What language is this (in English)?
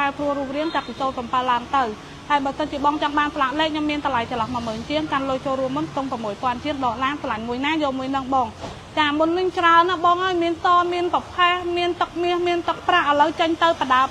Khmer